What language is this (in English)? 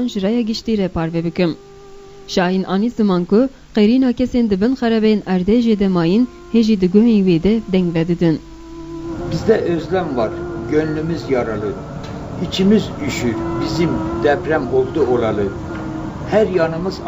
Kurdish